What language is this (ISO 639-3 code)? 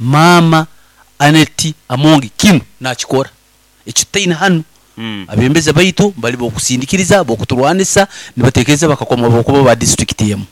nyo